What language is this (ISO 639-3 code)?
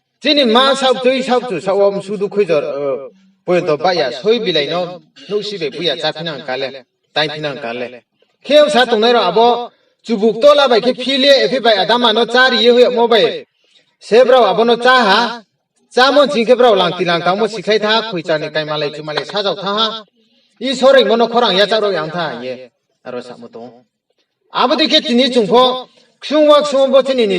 ria